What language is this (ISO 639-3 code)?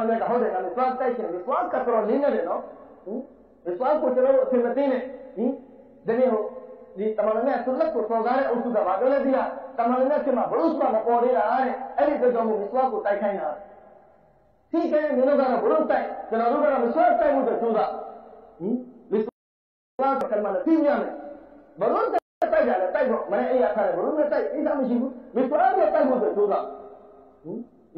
mya